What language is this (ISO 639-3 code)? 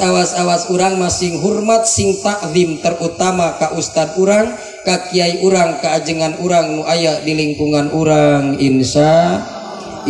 sun